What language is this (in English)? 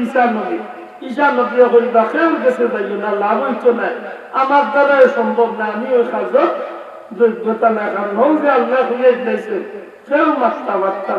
Sylheti